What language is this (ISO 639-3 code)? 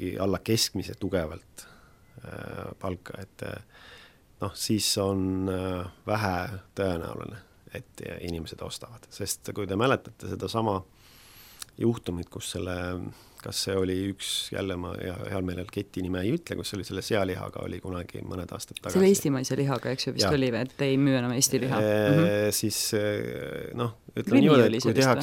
est